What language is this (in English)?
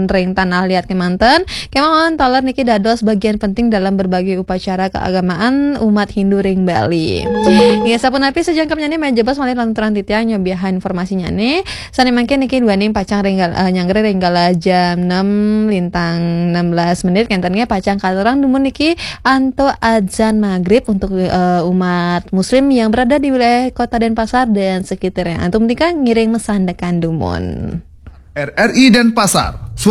Balinese